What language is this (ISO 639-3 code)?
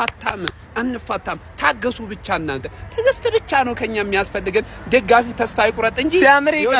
amh